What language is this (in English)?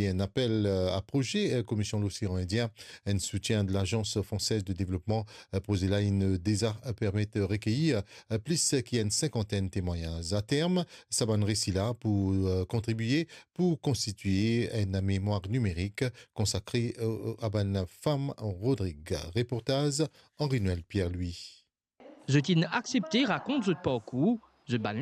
Morisyen